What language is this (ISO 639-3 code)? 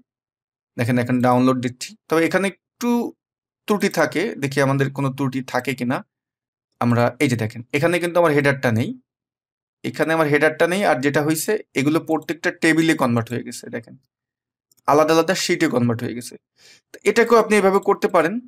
ben